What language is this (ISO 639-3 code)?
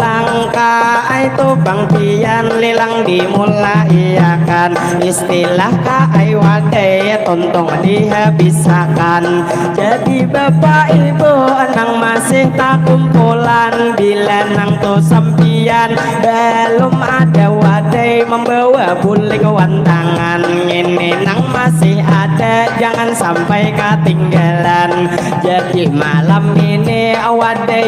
bjn